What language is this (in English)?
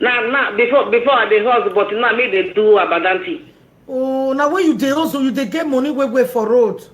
Nigerian Pidgin